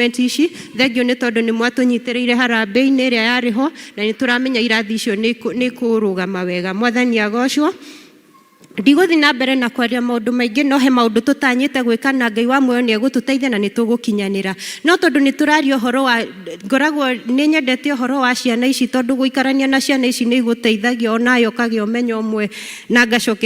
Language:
Kikuyu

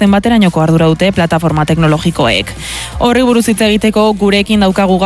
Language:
Basque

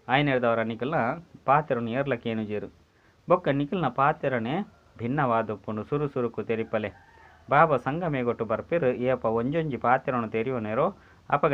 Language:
Tulu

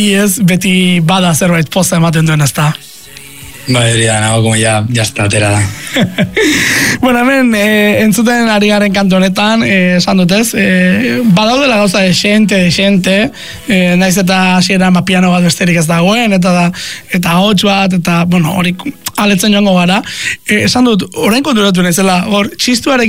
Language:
Basque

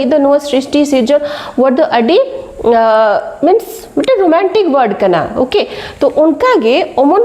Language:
Santali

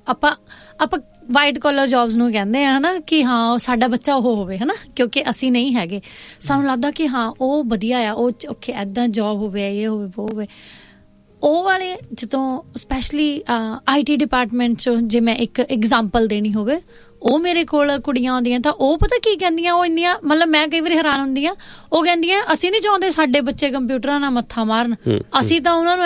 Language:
Punjabi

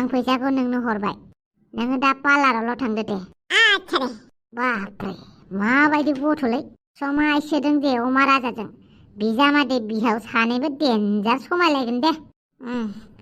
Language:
Bodo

